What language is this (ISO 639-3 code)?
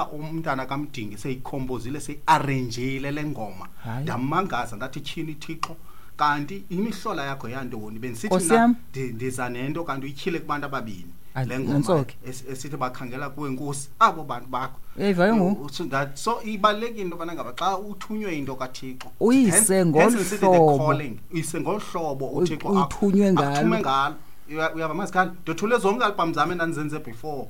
xho